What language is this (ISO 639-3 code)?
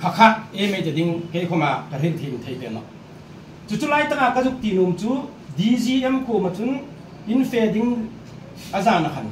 hmr